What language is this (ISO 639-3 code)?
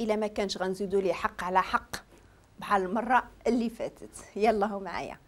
ary